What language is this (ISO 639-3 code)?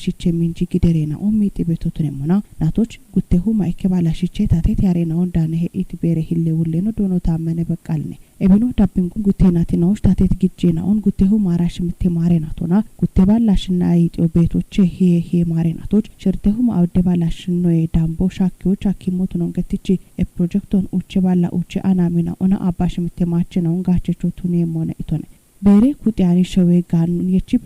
kbr